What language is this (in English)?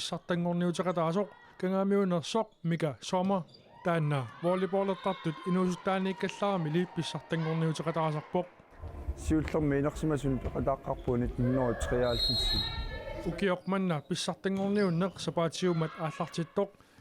Kalaallisut